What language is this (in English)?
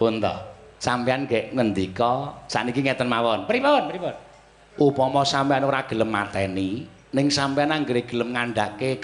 Javanese